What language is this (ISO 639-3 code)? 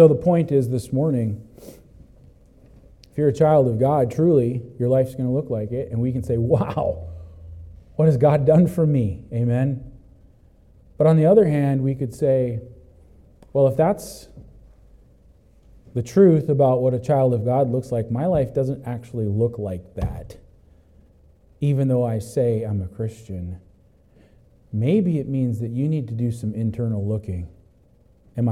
eng